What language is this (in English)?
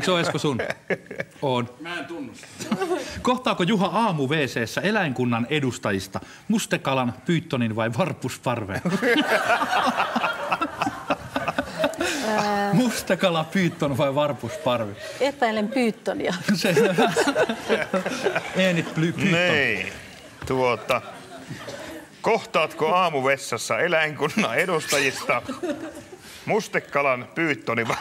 Finnish